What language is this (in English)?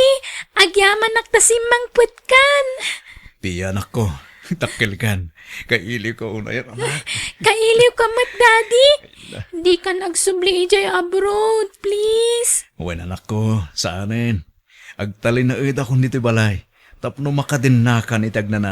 Iloko